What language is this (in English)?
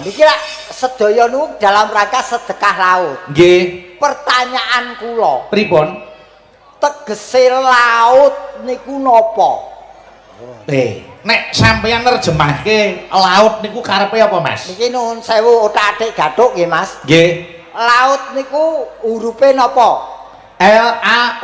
Javanese